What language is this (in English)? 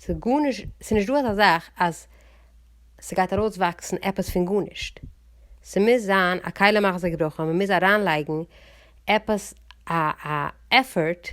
Yiddish